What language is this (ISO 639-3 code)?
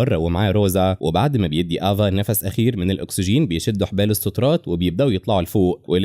arz